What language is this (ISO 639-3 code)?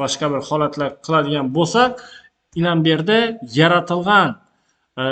uzb